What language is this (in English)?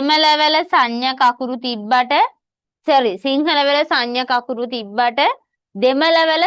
Sinhala